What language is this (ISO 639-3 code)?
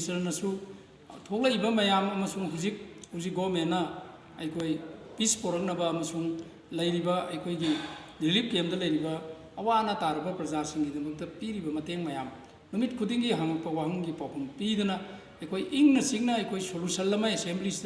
mni